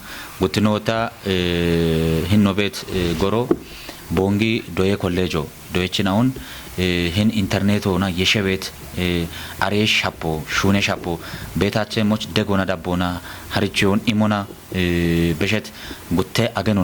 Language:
Kafa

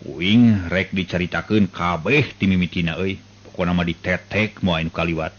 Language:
Sundanese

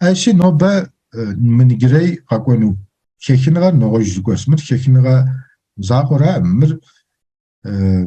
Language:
Kabardian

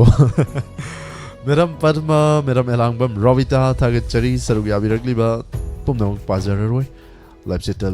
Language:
Manipuri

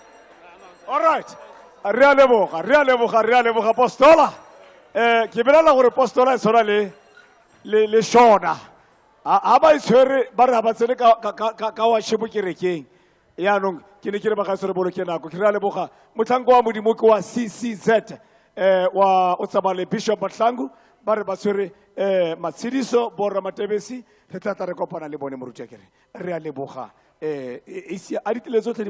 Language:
Tswana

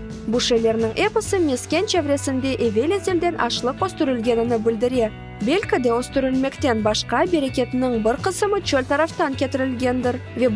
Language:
Crimean Tatar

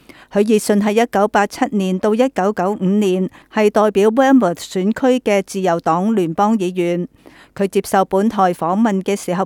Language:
Cantonese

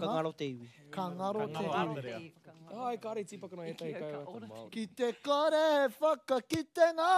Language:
Māori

